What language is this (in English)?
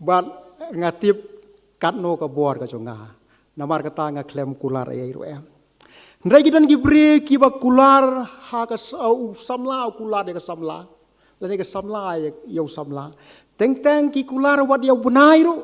Khasi